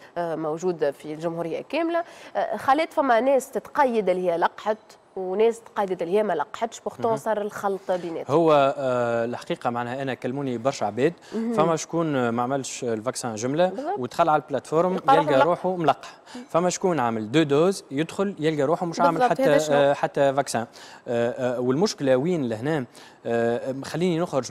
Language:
Tunisian Arabic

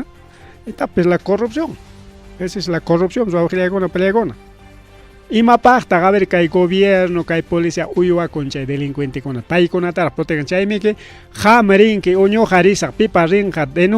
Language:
Ayacucho Quechua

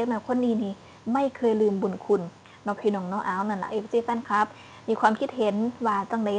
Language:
Northeastern Thai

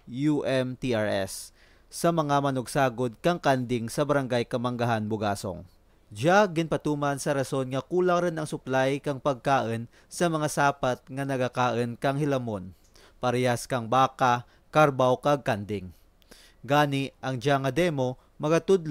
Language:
Kinaray-a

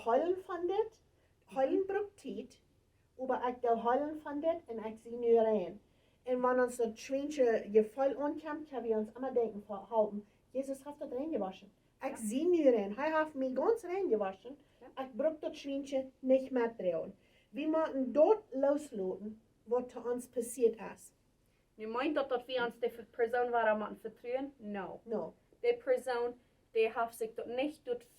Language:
Plautdietsch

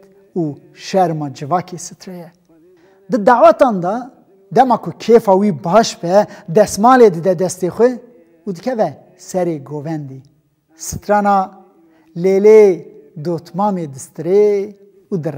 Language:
Kurdish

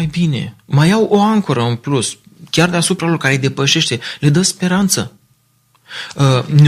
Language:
Romanian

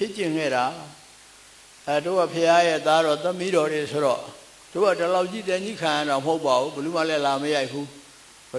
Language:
Burmese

